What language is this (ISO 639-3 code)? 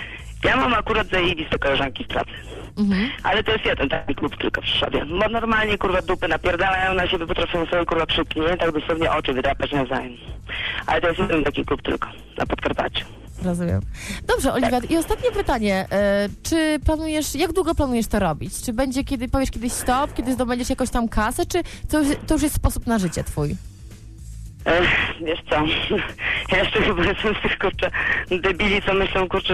pol